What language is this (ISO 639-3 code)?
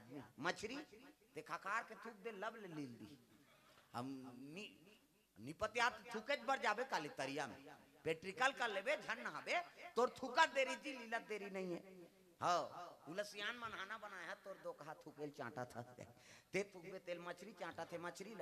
hne